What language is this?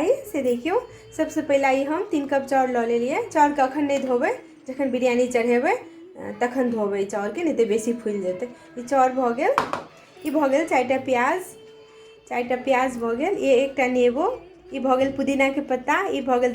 Maithili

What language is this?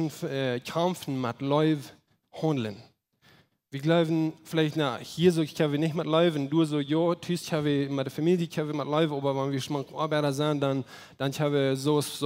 Plautdietsch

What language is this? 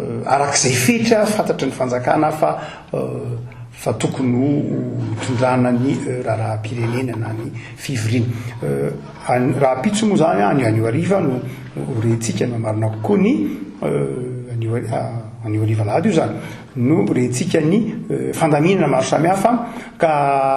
Malagasy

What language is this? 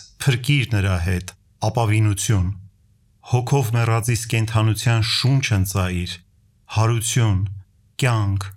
Armenian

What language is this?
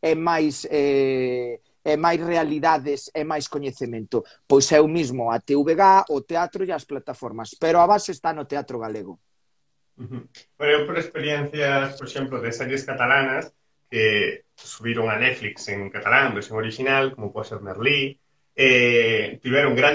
Galician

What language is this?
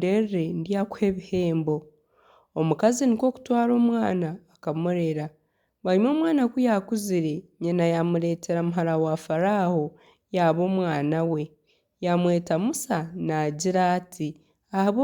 Nyankole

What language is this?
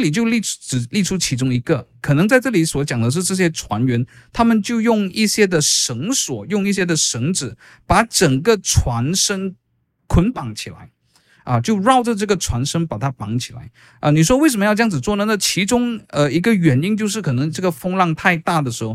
Chinese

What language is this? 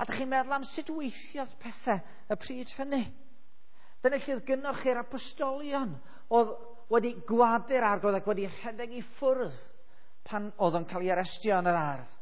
Welsh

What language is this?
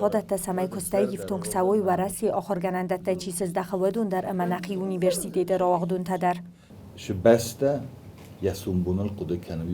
Ossetic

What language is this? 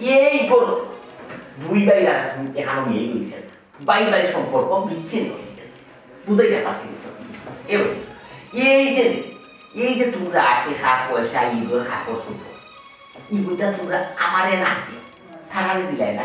Sylheti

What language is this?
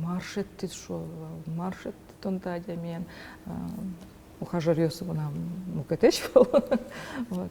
Udmurt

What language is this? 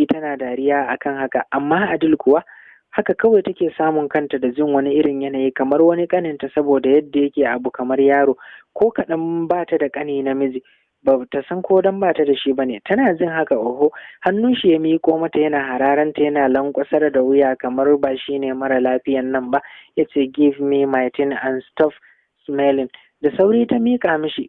Hausa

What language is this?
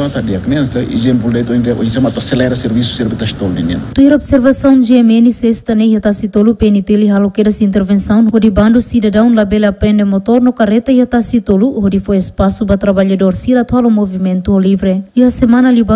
Tetum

